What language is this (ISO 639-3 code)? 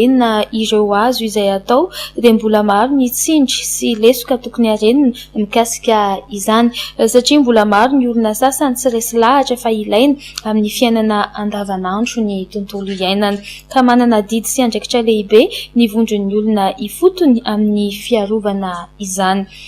mlg